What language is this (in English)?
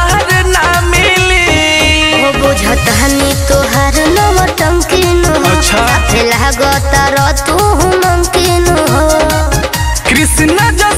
Bhojpuri